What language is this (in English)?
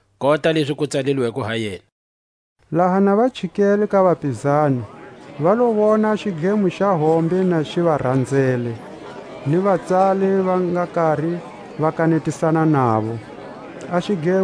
Tswa